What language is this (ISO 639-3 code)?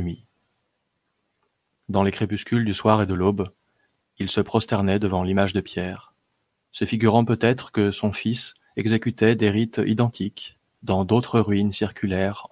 fra